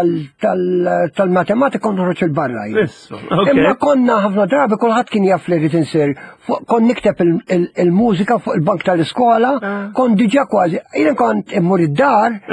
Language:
Maltese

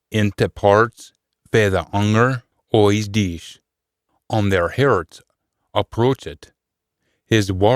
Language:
Scots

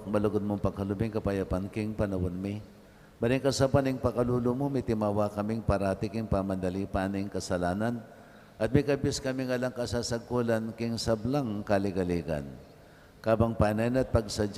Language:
Pampanga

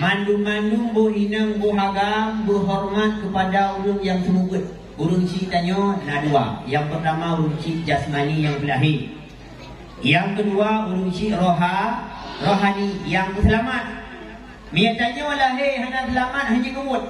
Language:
Achinese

